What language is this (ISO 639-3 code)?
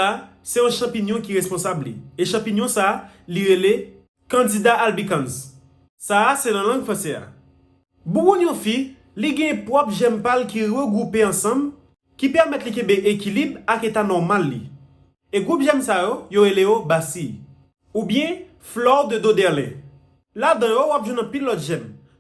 hat